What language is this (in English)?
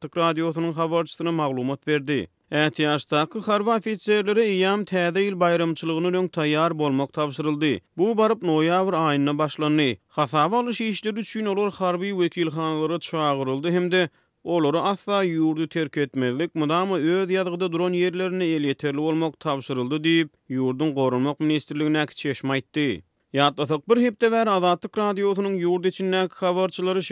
Turkmen